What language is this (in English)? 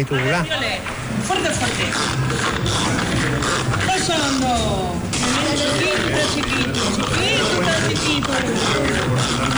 Basque